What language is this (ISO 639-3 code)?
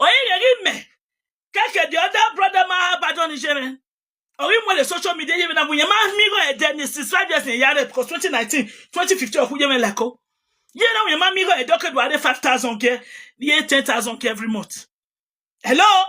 pcm